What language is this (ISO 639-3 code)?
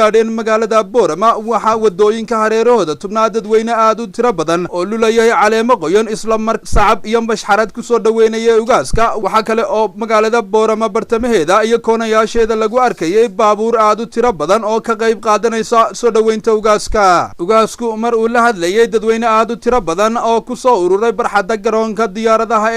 som